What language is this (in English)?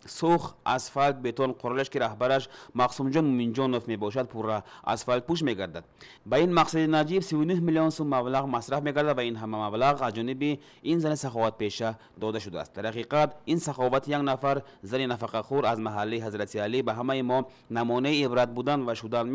Tajik